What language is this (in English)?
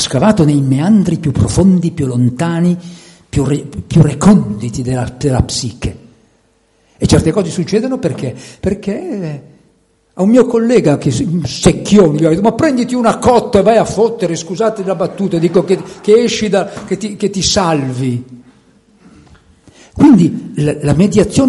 Italian